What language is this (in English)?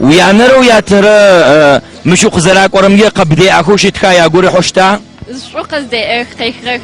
Adyghe